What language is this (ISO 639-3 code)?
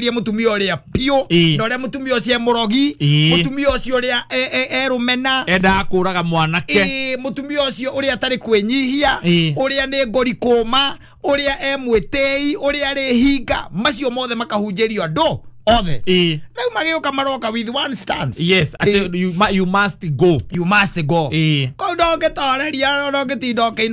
kik